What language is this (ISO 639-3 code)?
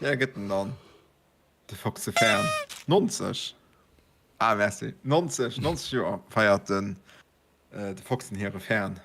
ltz